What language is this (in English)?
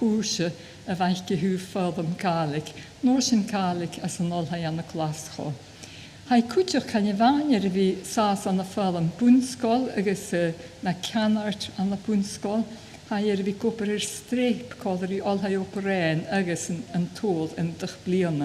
Scottish Gaelic